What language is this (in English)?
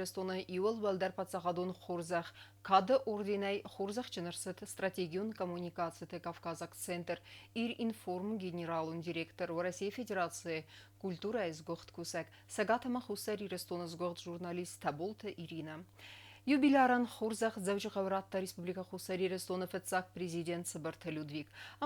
Ossetic